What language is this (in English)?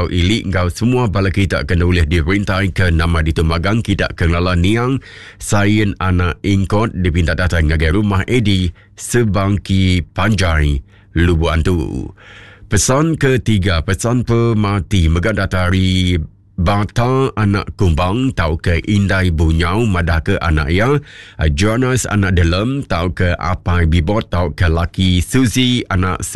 Iban